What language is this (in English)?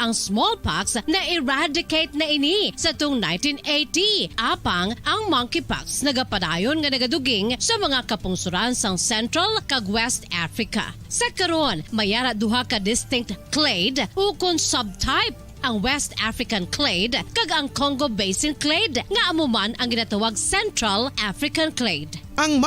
Hiligaynon